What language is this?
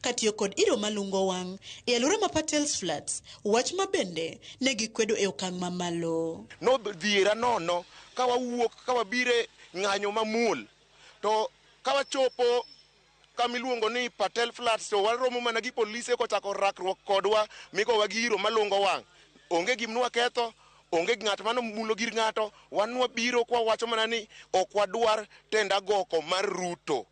Luo (Kenya and Tanzania)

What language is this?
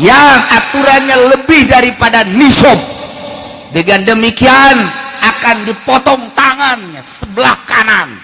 Sundanese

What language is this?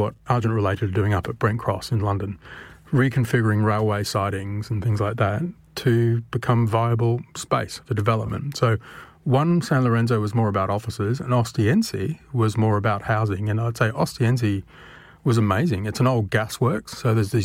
English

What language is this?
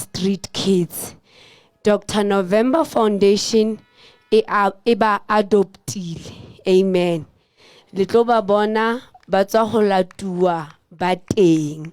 Southern Sotho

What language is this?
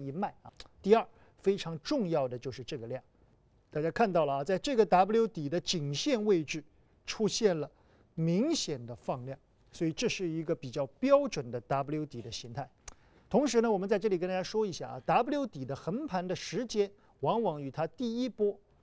Chinese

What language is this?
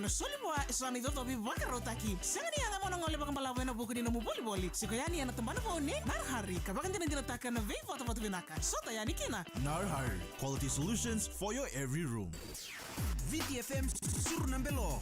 Fijian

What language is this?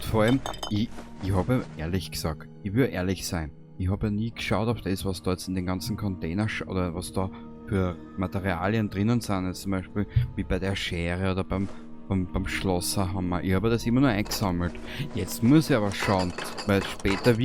Bavarian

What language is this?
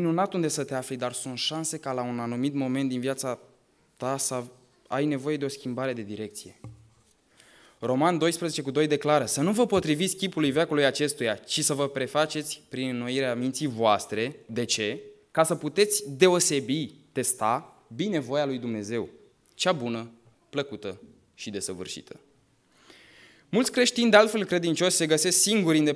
Romanian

